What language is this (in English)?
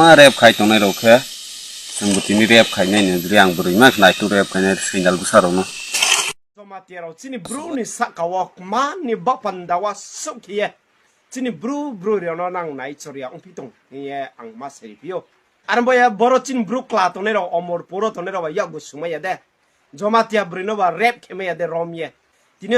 Kok Borok